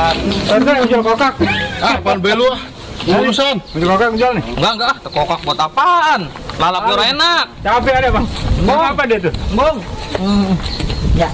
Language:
Betawi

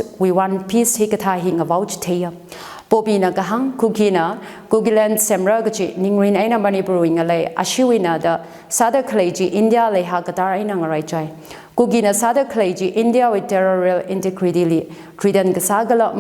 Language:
Tangkhul Naga (India)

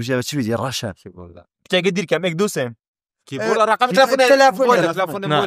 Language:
Kurdish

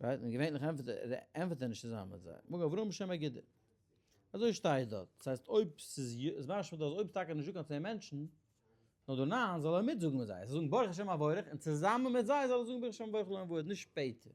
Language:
Yiddish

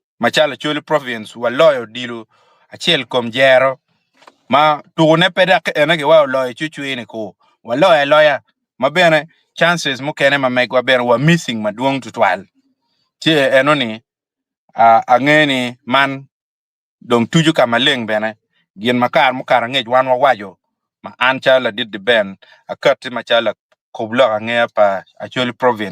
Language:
Acoli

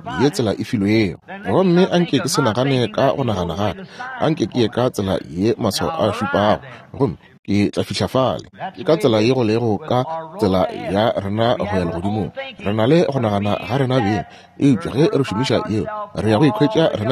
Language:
Northern Sotho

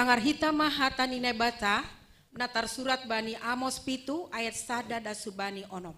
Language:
Batak Simalungun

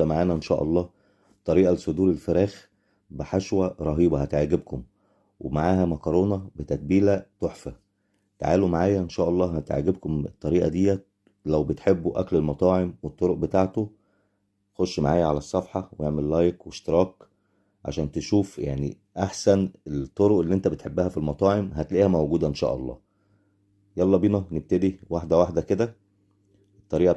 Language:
Egyptian Arabic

